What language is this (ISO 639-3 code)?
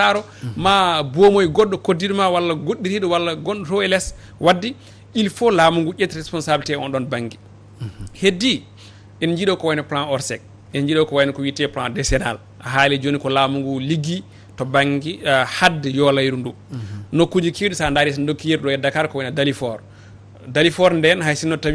ful